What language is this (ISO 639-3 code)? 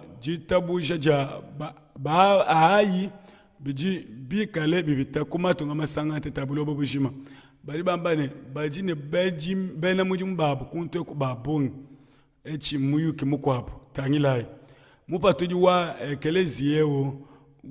lua